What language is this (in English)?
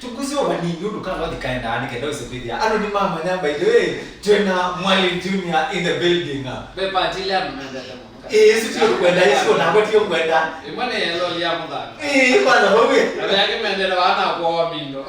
Kamba